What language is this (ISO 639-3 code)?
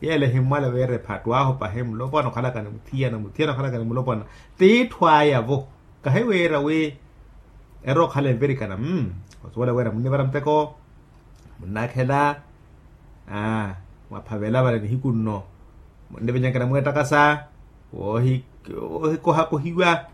vmw